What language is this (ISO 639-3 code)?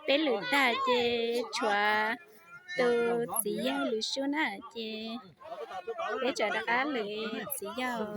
hmn